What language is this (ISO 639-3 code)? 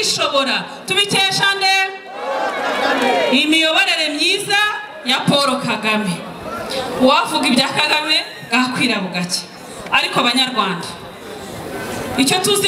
kin